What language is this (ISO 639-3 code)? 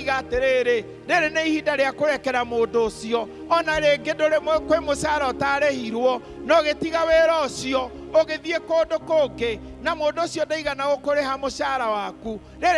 kik